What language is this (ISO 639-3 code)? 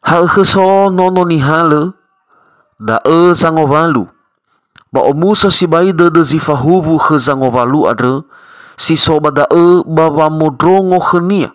nia